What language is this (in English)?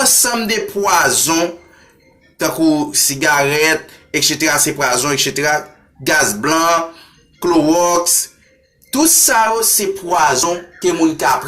Haitian Creole